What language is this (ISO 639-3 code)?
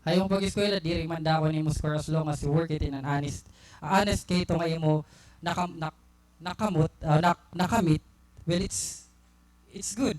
war